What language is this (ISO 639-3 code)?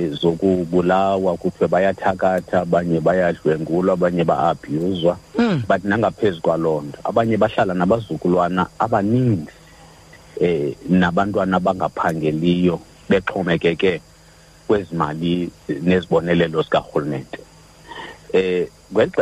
xho